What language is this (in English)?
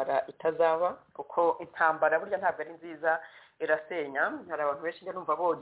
Kinyarwanda